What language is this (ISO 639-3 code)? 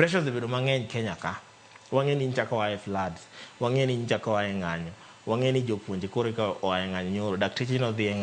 luo